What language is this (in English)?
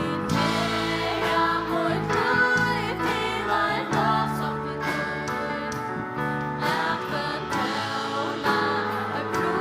Faroese